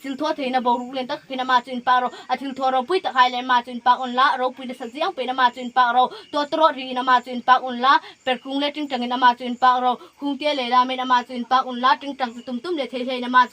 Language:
Hmar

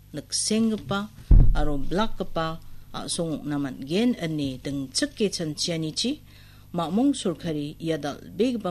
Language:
Garo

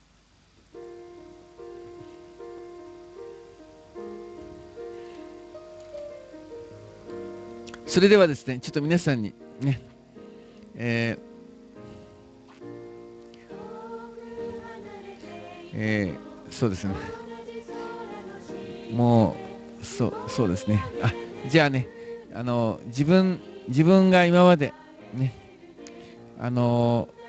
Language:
Japanese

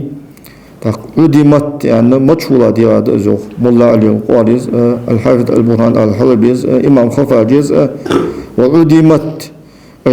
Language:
Ingush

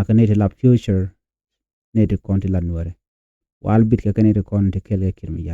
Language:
Nuer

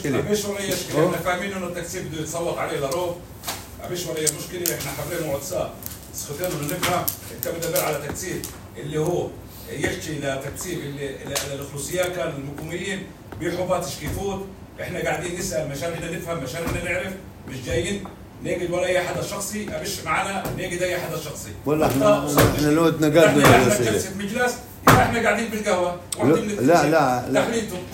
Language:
North Levantine Arabic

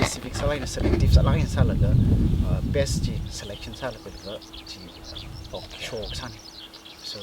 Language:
Tangkhul Naga (India)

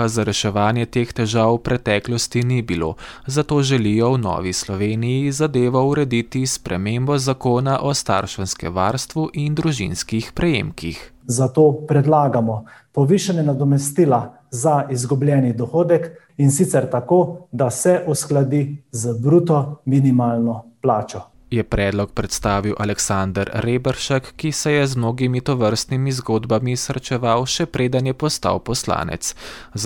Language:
Slovenian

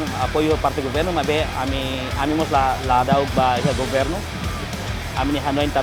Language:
Tetum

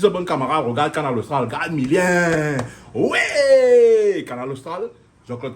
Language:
Réunion Creole French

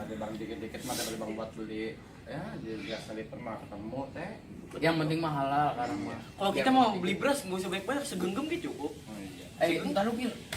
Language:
Betawi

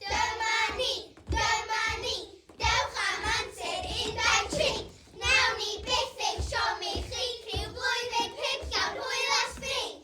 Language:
Welsh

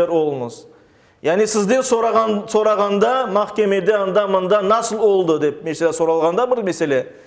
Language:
Crimean Tatar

